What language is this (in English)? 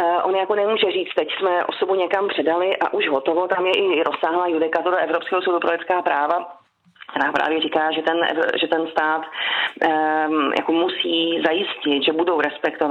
Czech